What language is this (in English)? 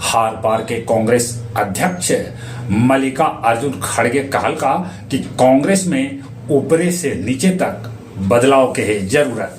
Magahi